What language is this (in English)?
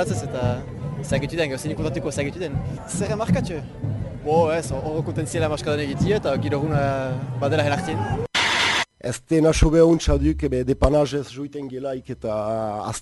Basque